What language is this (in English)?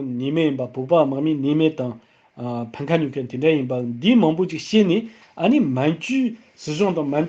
Tibetan